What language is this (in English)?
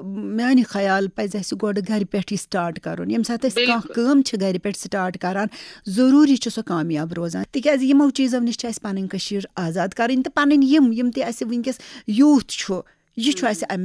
Kashmiri